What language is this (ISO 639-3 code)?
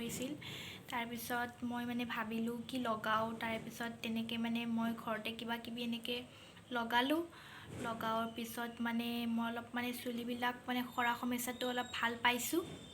asm